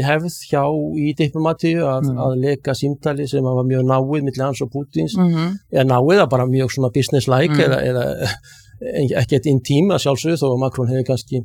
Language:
Icelandic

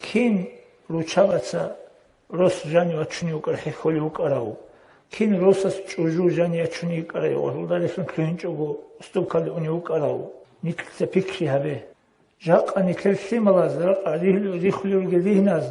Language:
Avaric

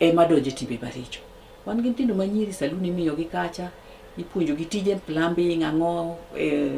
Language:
Luo (Kenya and Tanzania)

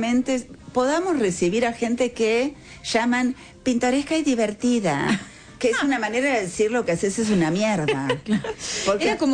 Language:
Spanish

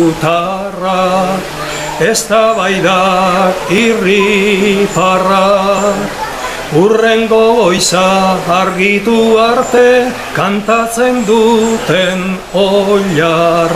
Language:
Basque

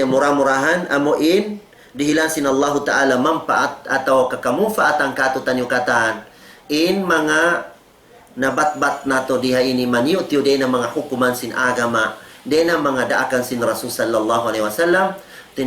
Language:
Tausug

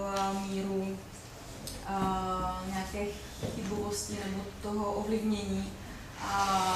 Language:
Czech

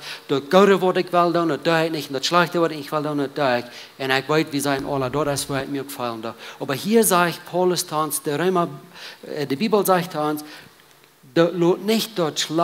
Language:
Plautdietsch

